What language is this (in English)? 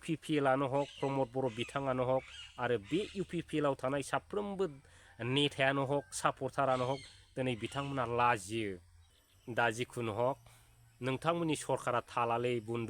Bodo